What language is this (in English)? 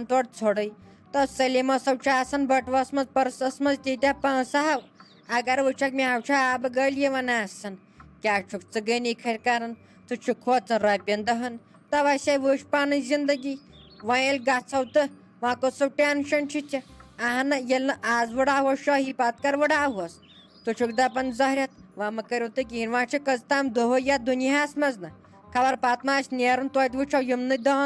Kashmiri